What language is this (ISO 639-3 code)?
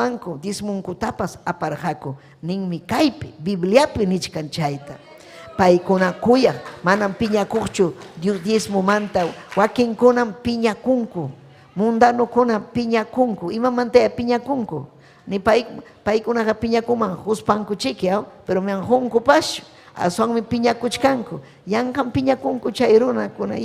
quy